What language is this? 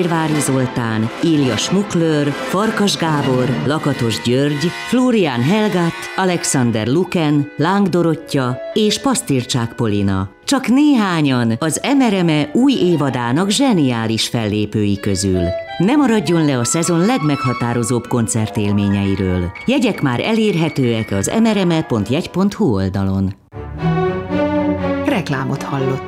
Hungarian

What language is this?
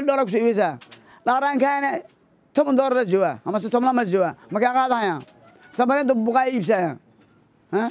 Somali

